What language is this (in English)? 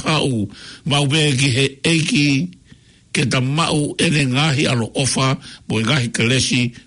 Tongan